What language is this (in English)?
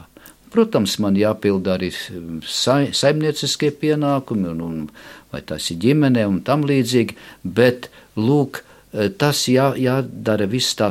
Latvian